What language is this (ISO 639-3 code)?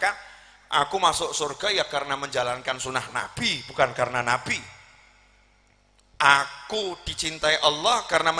ind